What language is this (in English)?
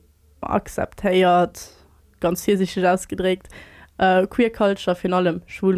Luxembourgish